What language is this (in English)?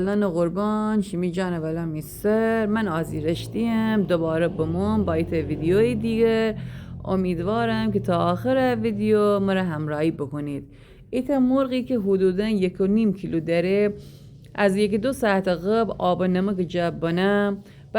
Gilaki